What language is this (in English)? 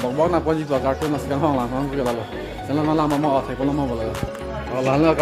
Karbi